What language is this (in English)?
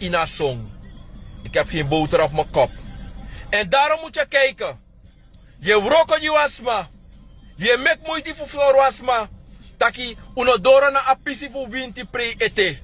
Sranan Tongo